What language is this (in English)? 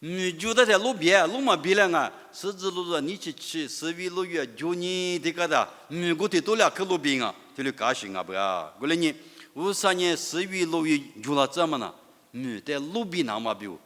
Lisu